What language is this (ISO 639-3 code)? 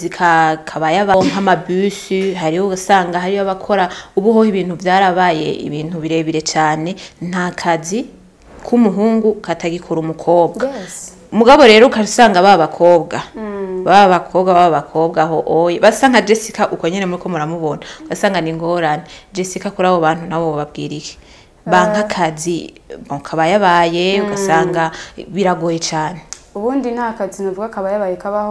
run